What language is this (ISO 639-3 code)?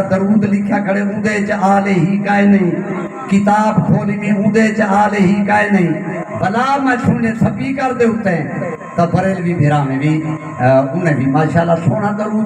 skr